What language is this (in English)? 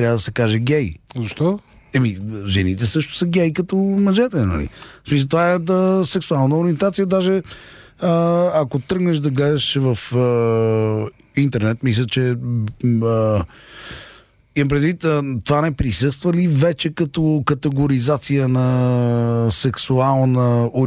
Bulgarian